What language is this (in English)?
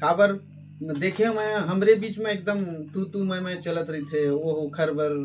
Chhattisgarhi